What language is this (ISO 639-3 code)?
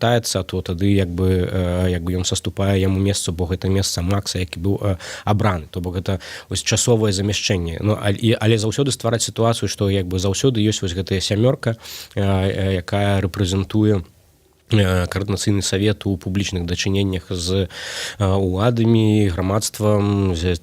bel